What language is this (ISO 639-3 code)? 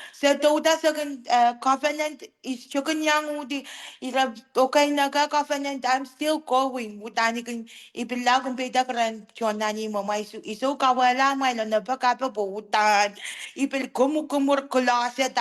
pon